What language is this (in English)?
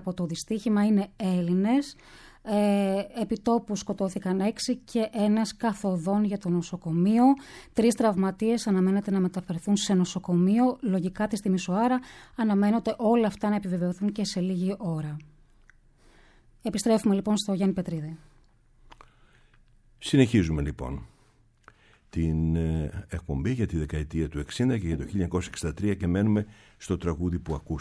Greek